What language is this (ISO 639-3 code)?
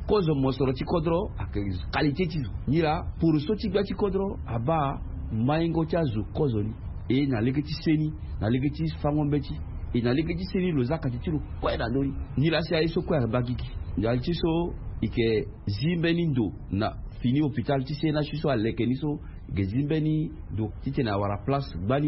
sag